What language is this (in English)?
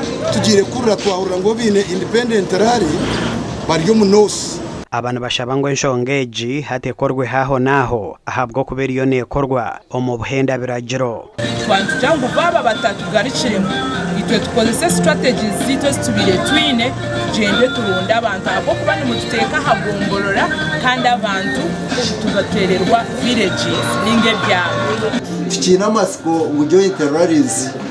Nyankole